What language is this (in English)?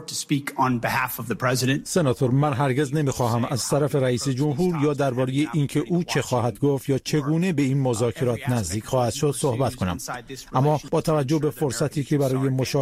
Persian